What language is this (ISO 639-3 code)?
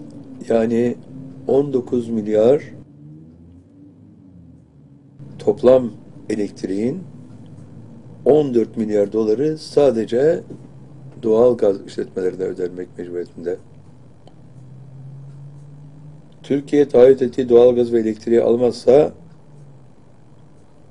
tur